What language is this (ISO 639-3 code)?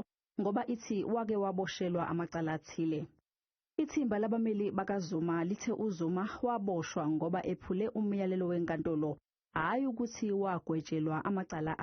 zul